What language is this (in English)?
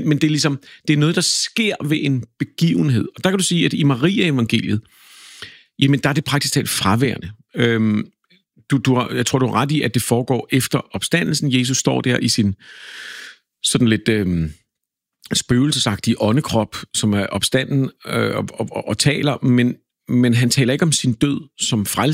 Danish